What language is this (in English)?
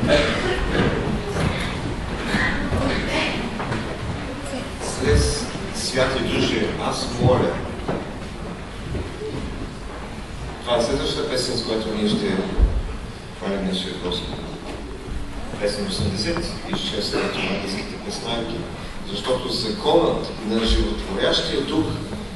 Bulgarian